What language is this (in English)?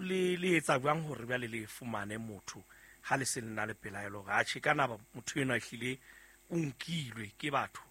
Southern Sotho